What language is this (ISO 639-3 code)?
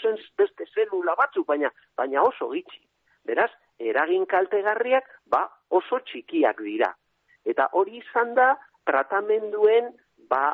eus